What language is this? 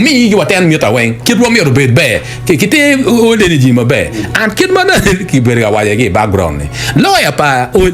Acoli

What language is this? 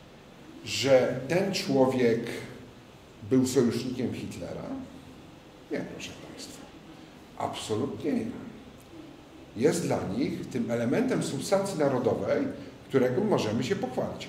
Polish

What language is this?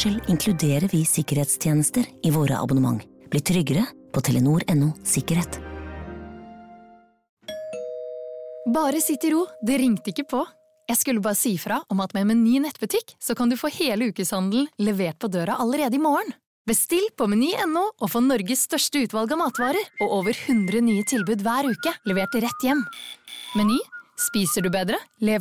Norwegian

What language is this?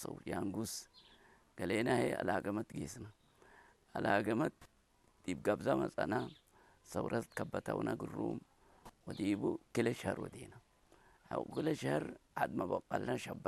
Tigre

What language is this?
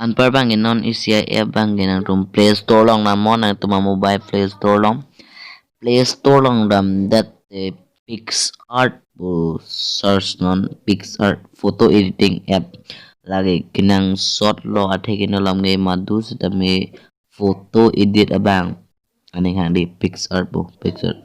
Karbi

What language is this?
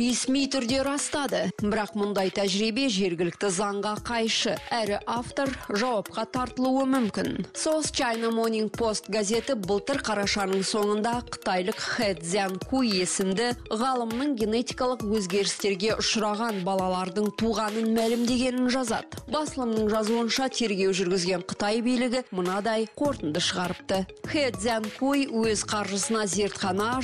Kazakh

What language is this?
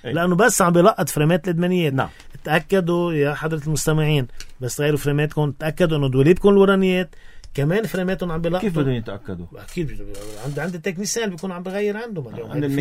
North Levantine Arabic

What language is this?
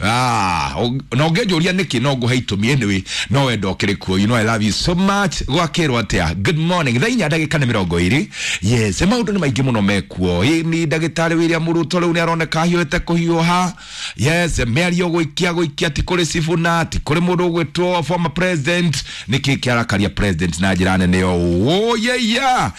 Kikuyu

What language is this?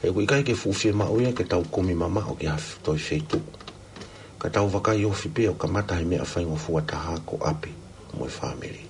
Tongan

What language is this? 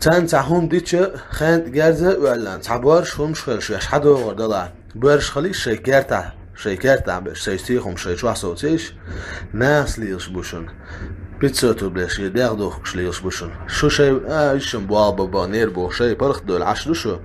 Chechen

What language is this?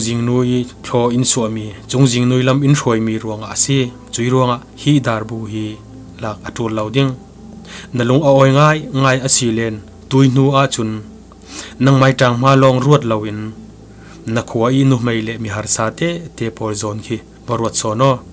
Falam Chin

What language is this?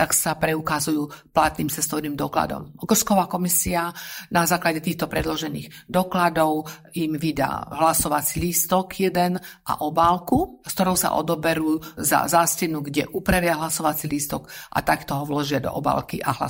Slovak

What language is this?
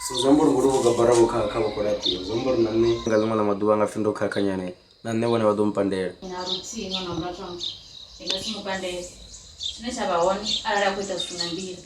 Venda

